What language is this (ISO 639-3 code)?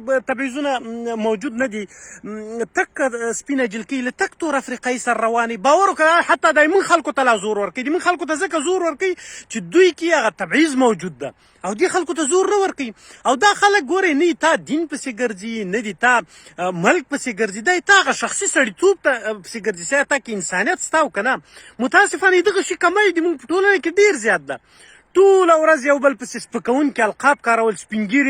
pus